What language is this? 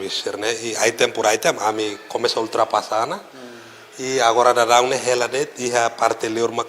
Tetum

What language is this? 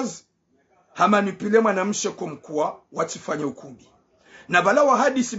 Ngazidja Comorian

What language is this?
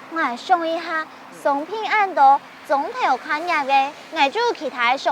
Hakka Chinese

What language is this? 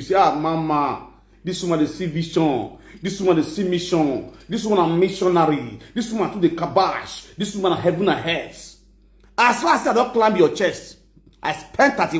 Nigerian Pidgin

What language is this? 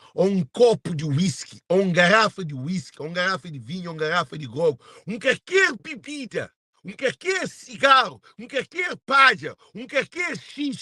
Kabuverdianu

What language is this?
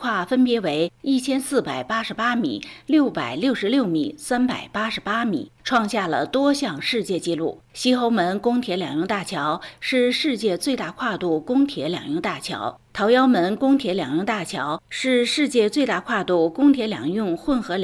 Chinese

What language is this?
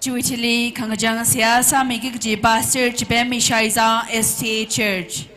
Tangkhul Naga (India)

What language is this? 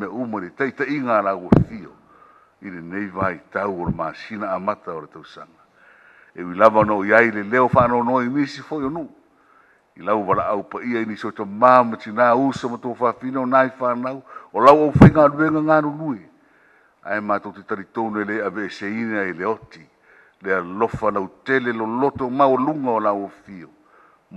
Samoan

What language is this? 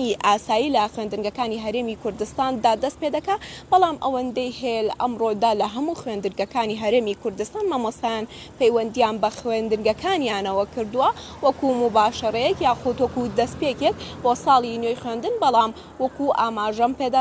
Central Kurdish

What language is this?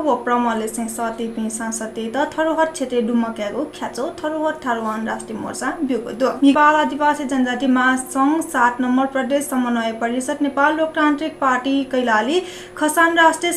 Newari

